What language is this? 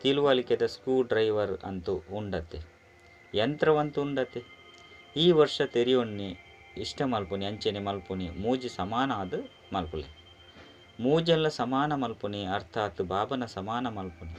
Tulu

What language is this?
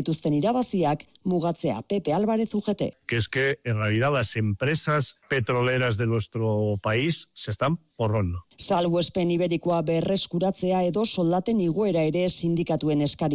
Basque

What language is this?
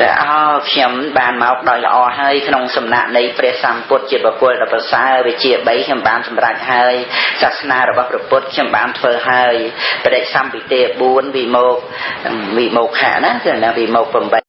Khmer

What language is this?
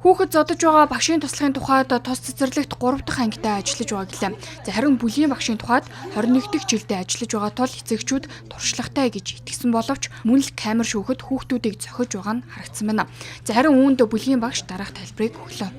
Mongolian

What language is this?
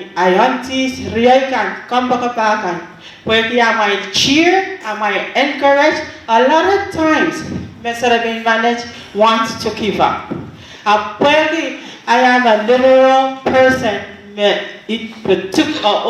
Pohnpeian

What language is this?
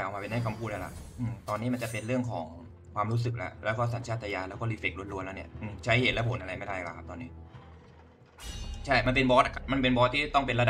Thai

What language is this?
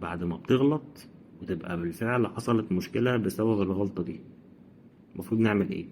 Egyptian Arabic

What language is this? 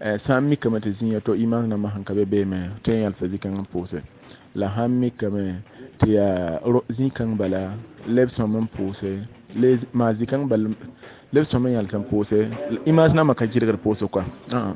Mossi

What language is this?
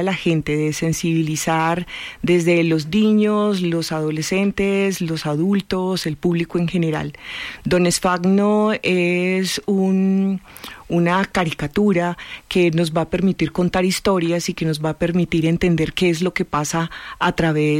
Spanish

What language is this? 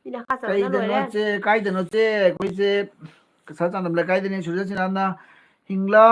Manipuri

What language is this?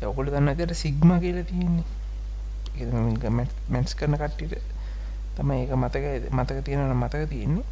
Sinhala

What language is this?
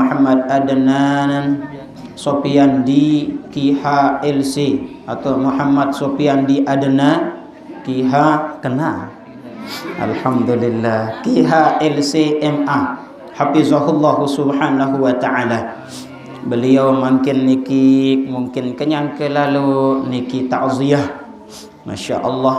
Sasak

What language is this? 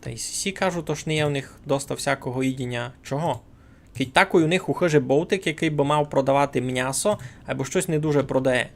Rusyn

